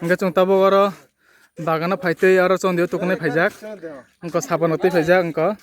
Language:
Kok Borok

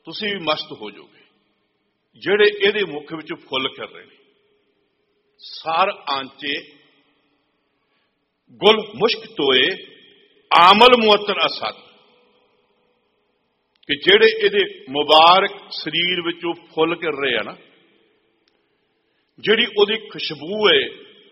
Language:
Punjabi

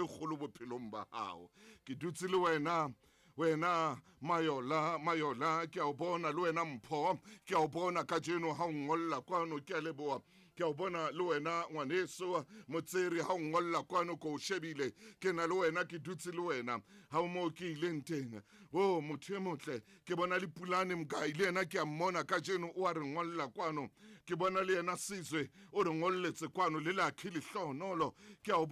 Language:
Southern Sotho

